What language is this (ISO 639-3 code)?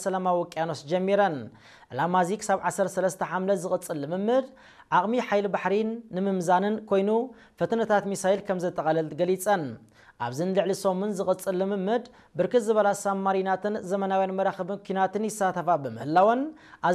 tir